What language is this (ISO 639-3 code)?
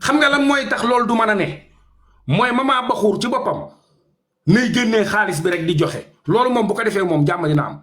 wol